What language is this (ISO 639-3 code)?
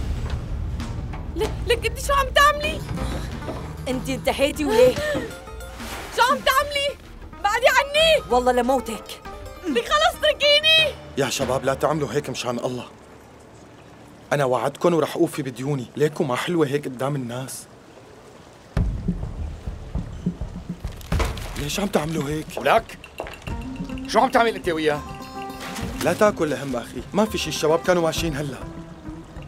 apc